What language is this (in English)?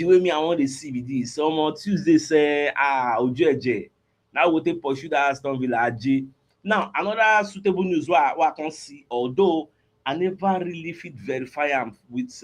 Nigerian Pidgin